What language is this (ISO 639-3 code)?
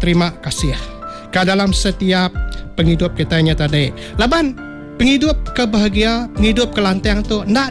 iba